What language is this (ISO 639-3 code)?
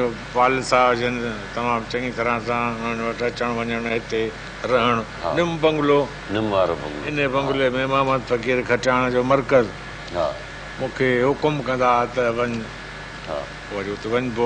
snd